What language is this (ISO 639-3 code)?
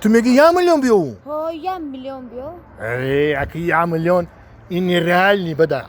tgk